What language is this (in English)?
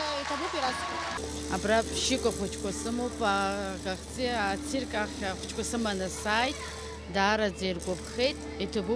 Abkhazian